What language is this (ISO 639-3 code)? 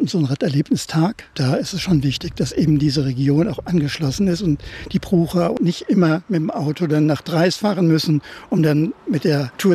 deu